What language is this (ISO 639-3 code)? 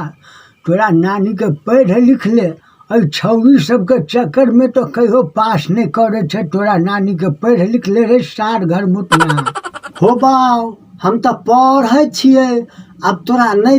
mai